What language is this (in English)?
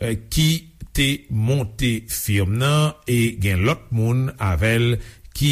Haitian Creole